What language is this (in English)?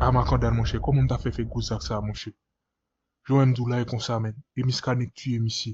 Haitian Creole